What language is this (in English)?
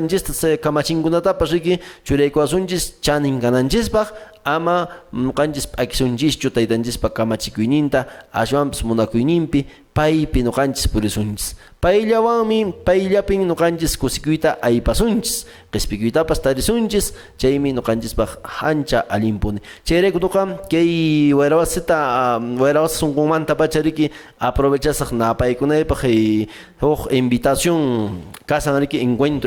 Quechua